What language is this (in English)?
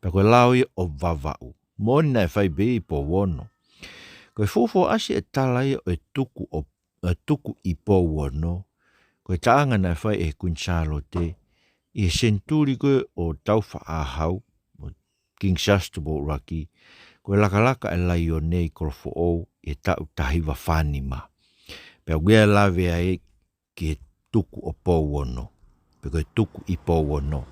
Tongan